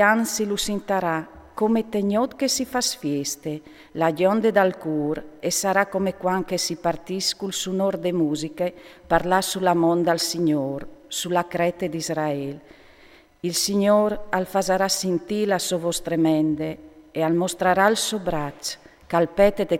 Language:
Friulian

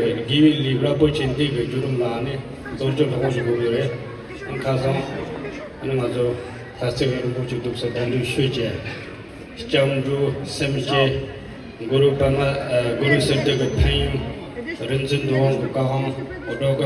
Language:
Tibetan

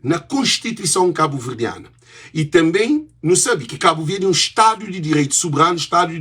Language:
Kabuverdianu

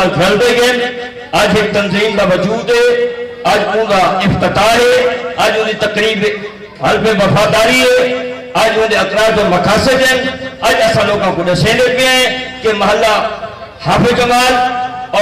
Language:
Saraiki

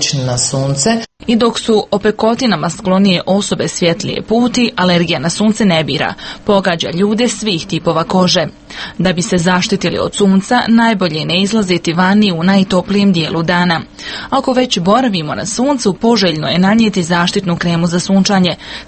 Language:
Croatian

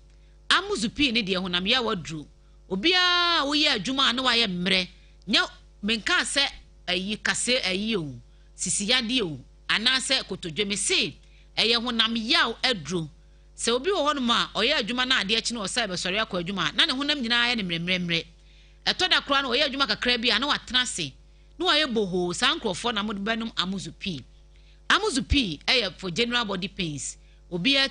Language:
Akan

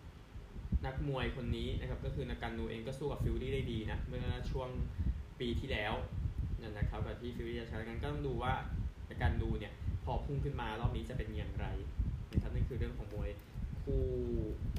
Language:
Thai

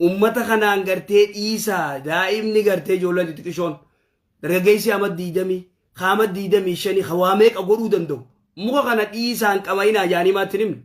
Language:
Oromo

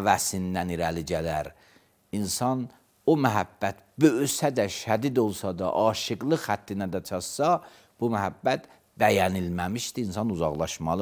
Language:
Azerbaijani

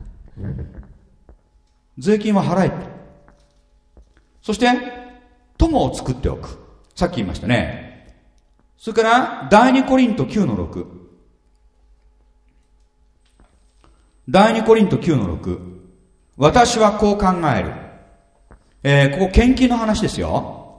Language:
Japanese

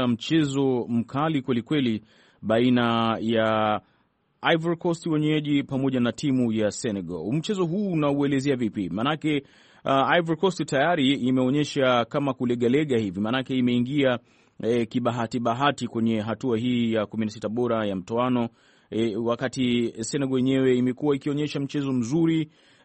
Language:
Swahili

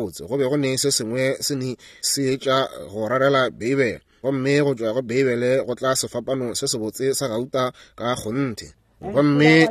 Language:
Northern Sotho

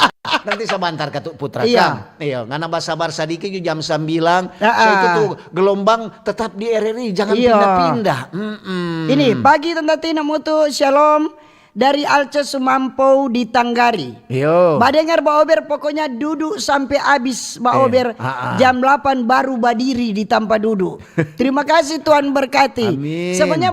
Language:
Manado Malay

